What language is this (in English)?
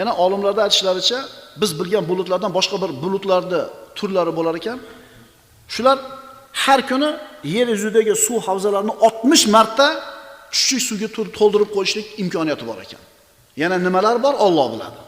Uzbek